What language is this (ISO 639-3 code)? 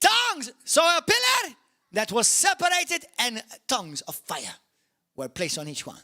eng